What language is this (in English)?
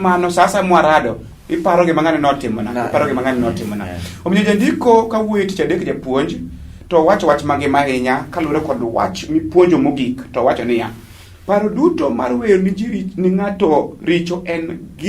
Luo (Kenya and Tanzania)